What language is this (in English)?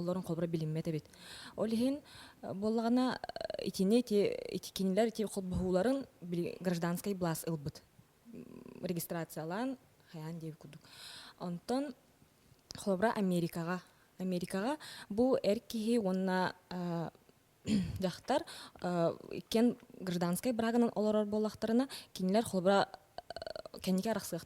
Yakut